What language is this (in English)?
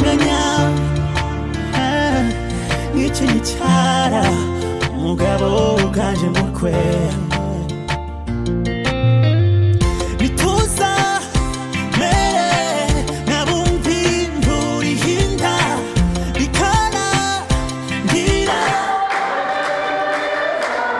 Kinyarwanda